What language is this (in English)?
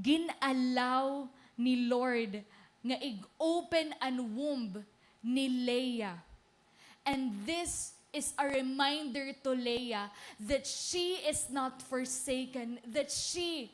Waray